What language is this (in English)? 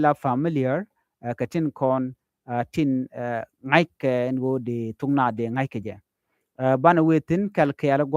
Nuer